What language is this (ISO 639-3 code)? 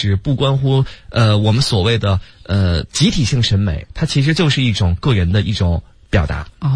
zho